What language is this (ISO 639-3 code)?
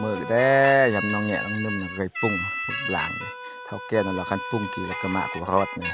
lao